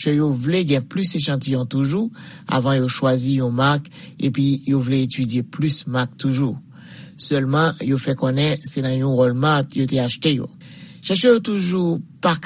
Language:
Haitian Creole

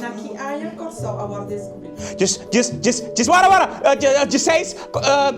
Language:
Papiamento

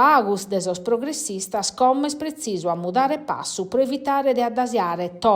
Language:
Sardinian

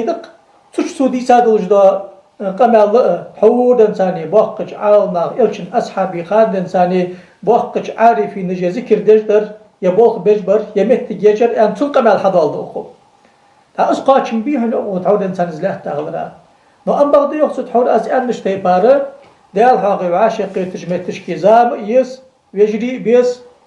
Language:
Ingush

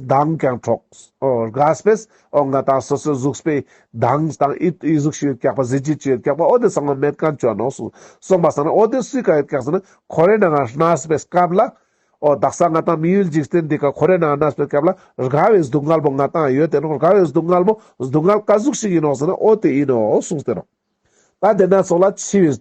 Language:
Ladakhi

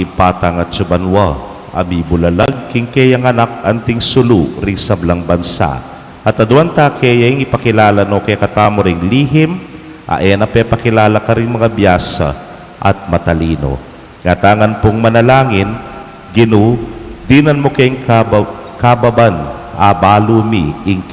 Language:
Pampanga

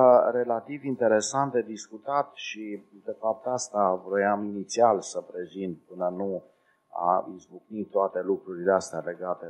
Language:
Romanian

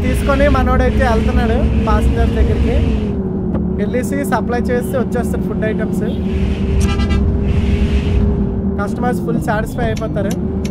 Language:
Telugu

